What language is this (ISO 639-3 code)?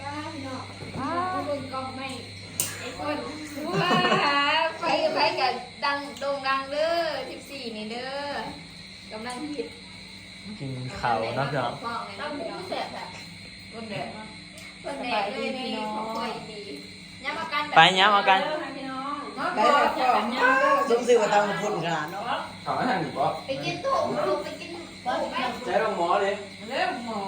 tts